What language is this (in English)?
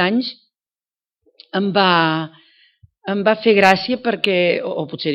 Catalan